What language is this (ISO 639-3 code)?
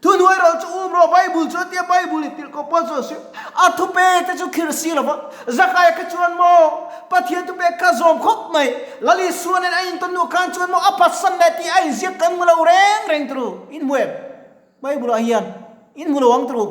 lus